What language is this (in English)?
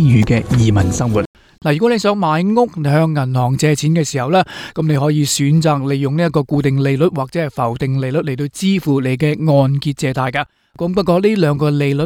Cantonese